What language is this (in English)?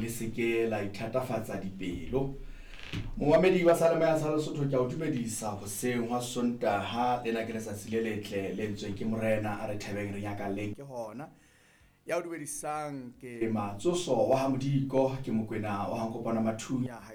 Southern Sotho